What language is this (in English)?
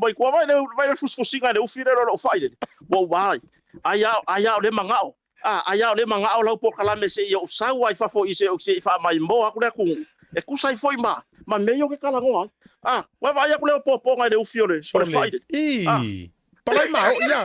Samoan